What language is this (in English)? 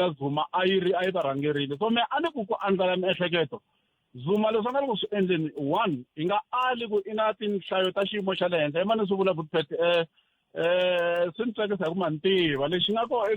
Tsonga